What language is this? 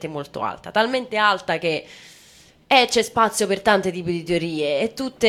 Italian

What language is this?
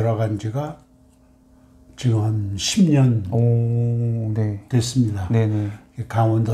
Korean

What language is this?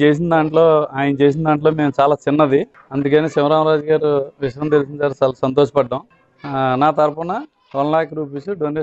Telugu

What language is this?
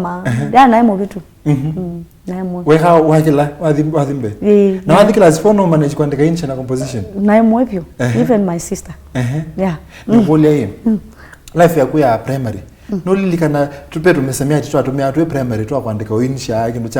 Kamba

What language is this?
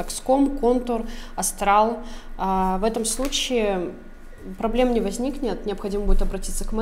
Russian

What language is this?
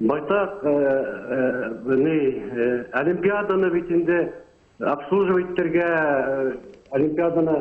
Bashkir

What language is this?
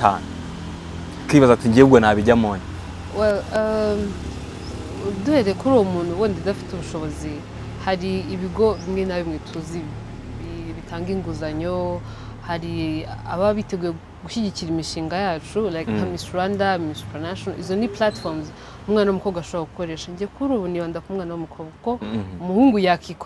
Kinyarwanda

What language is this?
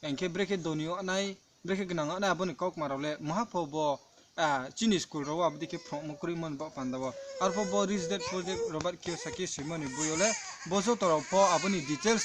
Riang (India)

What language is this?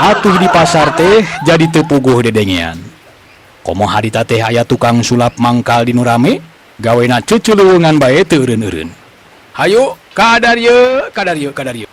Sundanese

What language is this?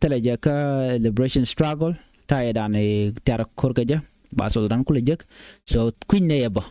Nuer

